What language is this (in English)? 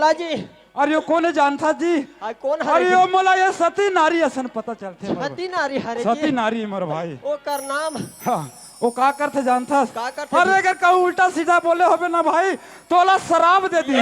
Chhattisgarhi